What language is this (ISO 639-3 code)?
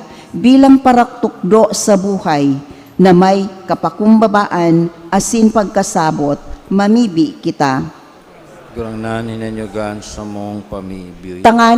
bik